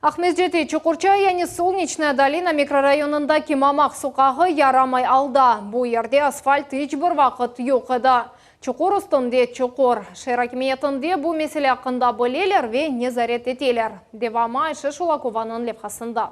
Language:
Crimean Tatar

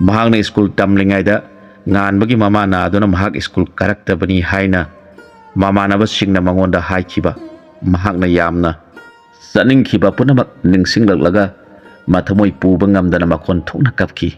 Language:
Manipuri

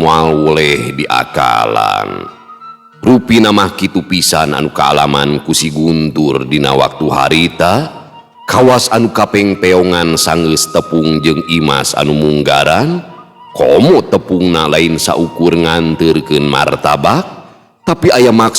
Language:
Sundanese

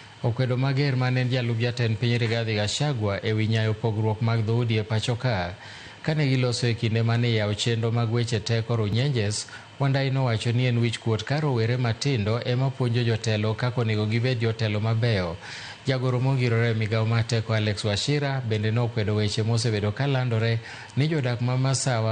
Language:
Luo (Kenya and Tanzania)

